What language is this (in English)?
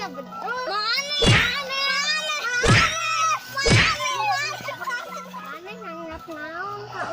Sundanese